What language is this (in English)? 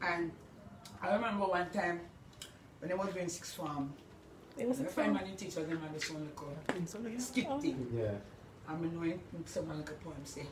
Jamaican Creole English